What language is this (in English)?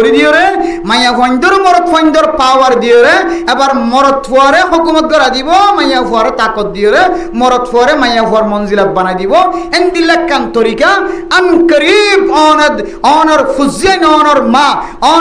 Rohingya